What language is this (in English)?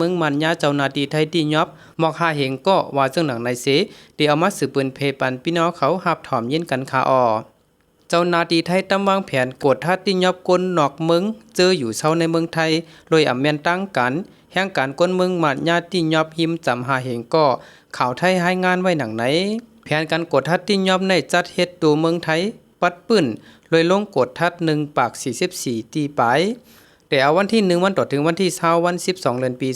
Shan